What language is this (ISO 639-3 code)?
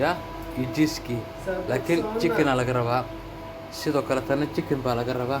som